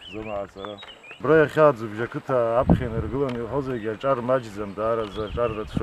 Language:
Abkhazian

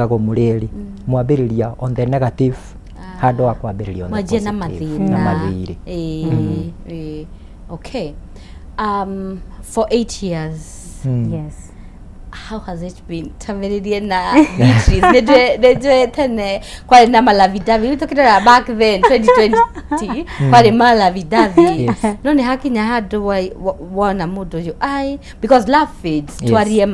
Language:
Kikuyu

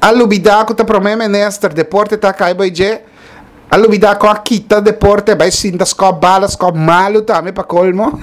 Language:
Papiamento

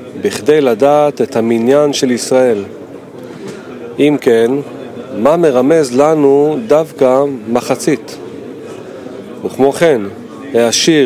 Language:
Hebrew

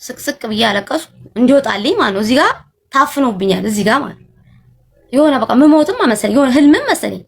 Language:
Amharic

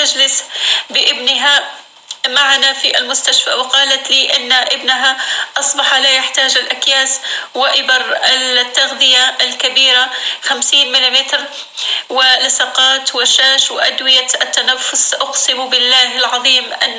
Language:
North Levantine Arabic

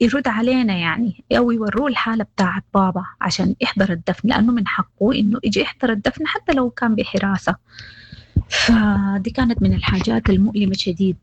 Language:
Sudanese Arabic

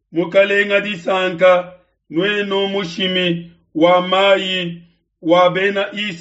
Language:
Luba-Lulua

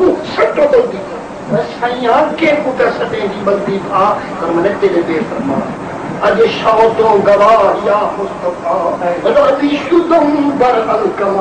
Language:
Saraiki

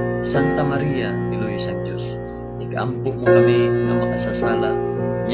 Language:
Hiligaynon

